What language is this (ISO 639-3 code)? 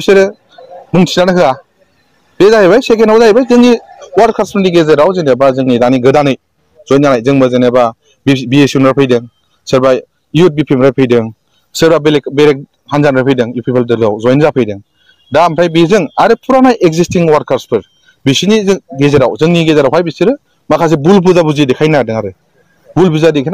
brx